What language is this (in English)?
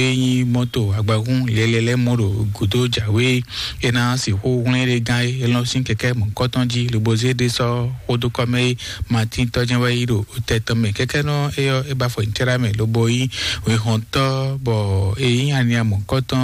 Fon